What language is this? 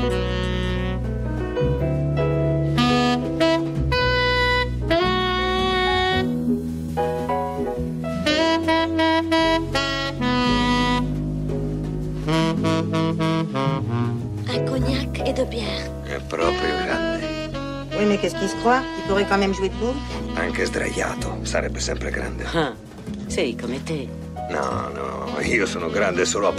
Italian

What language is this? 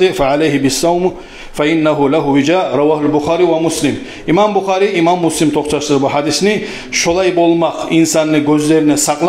Kumyk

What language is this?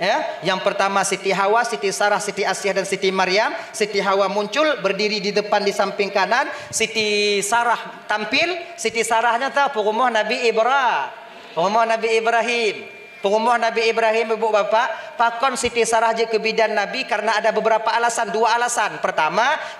Achinese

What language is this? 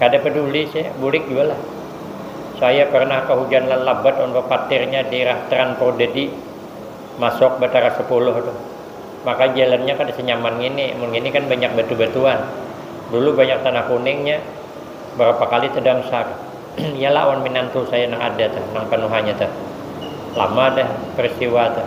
Banjar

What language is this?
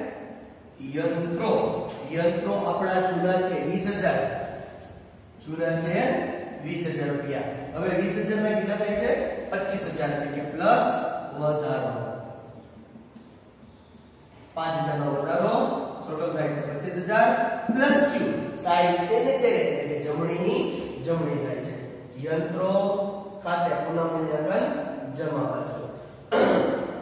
Gujarati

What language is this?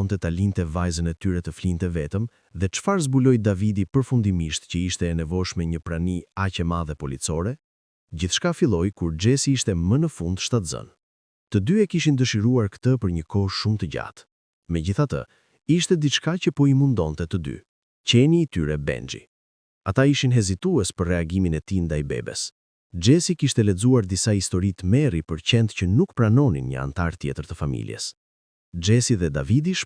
Albanian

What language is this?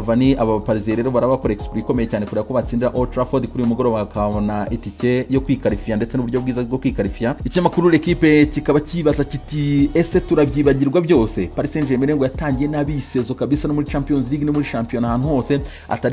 Kinyarwanda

